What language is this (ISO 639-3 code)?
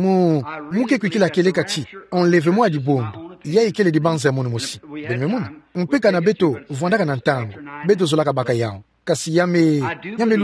ktu